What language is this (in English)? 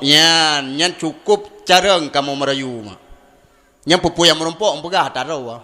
Achinese